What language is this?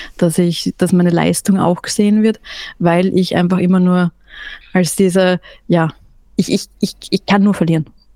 German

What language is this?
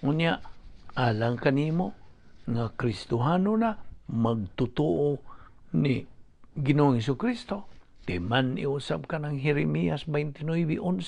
Cebuano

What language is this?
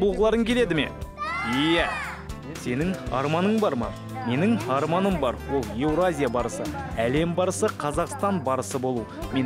Kazakh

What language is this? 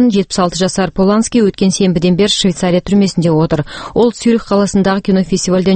Kazakh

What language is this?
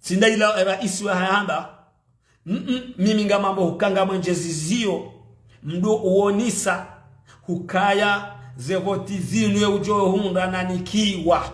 Ngazidja Comorian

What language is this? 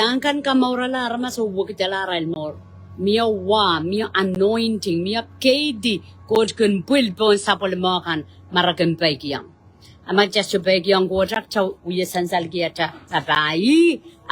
Pohnpeian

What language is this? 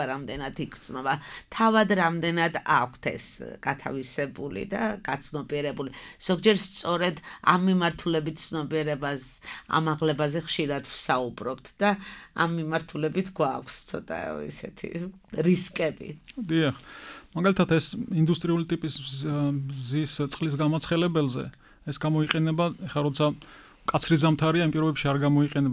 Georgian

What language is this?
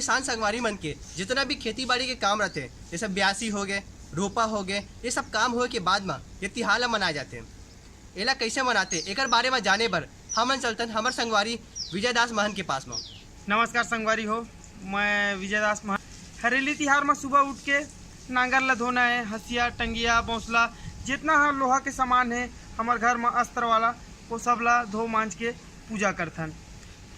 Chhattisgarhi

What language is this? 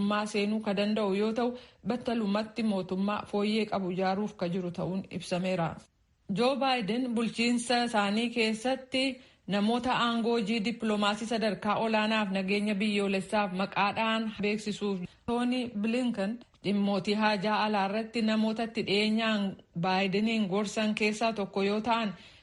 Oromo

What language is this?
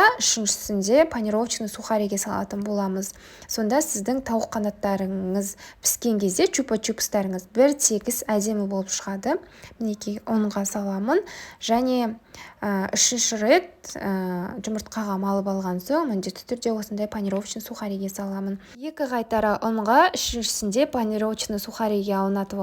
Kazakh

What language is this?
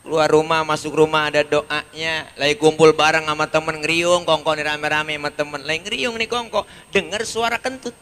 Betawi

